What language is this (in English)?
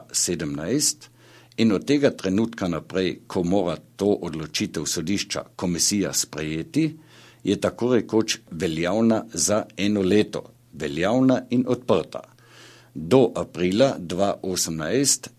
Slovenian